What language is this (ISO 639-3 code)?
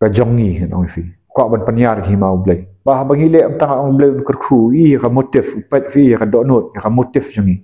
kha